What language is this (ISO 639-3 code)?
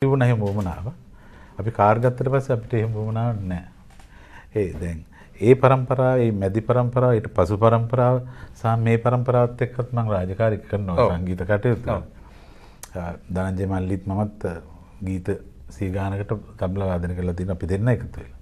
sin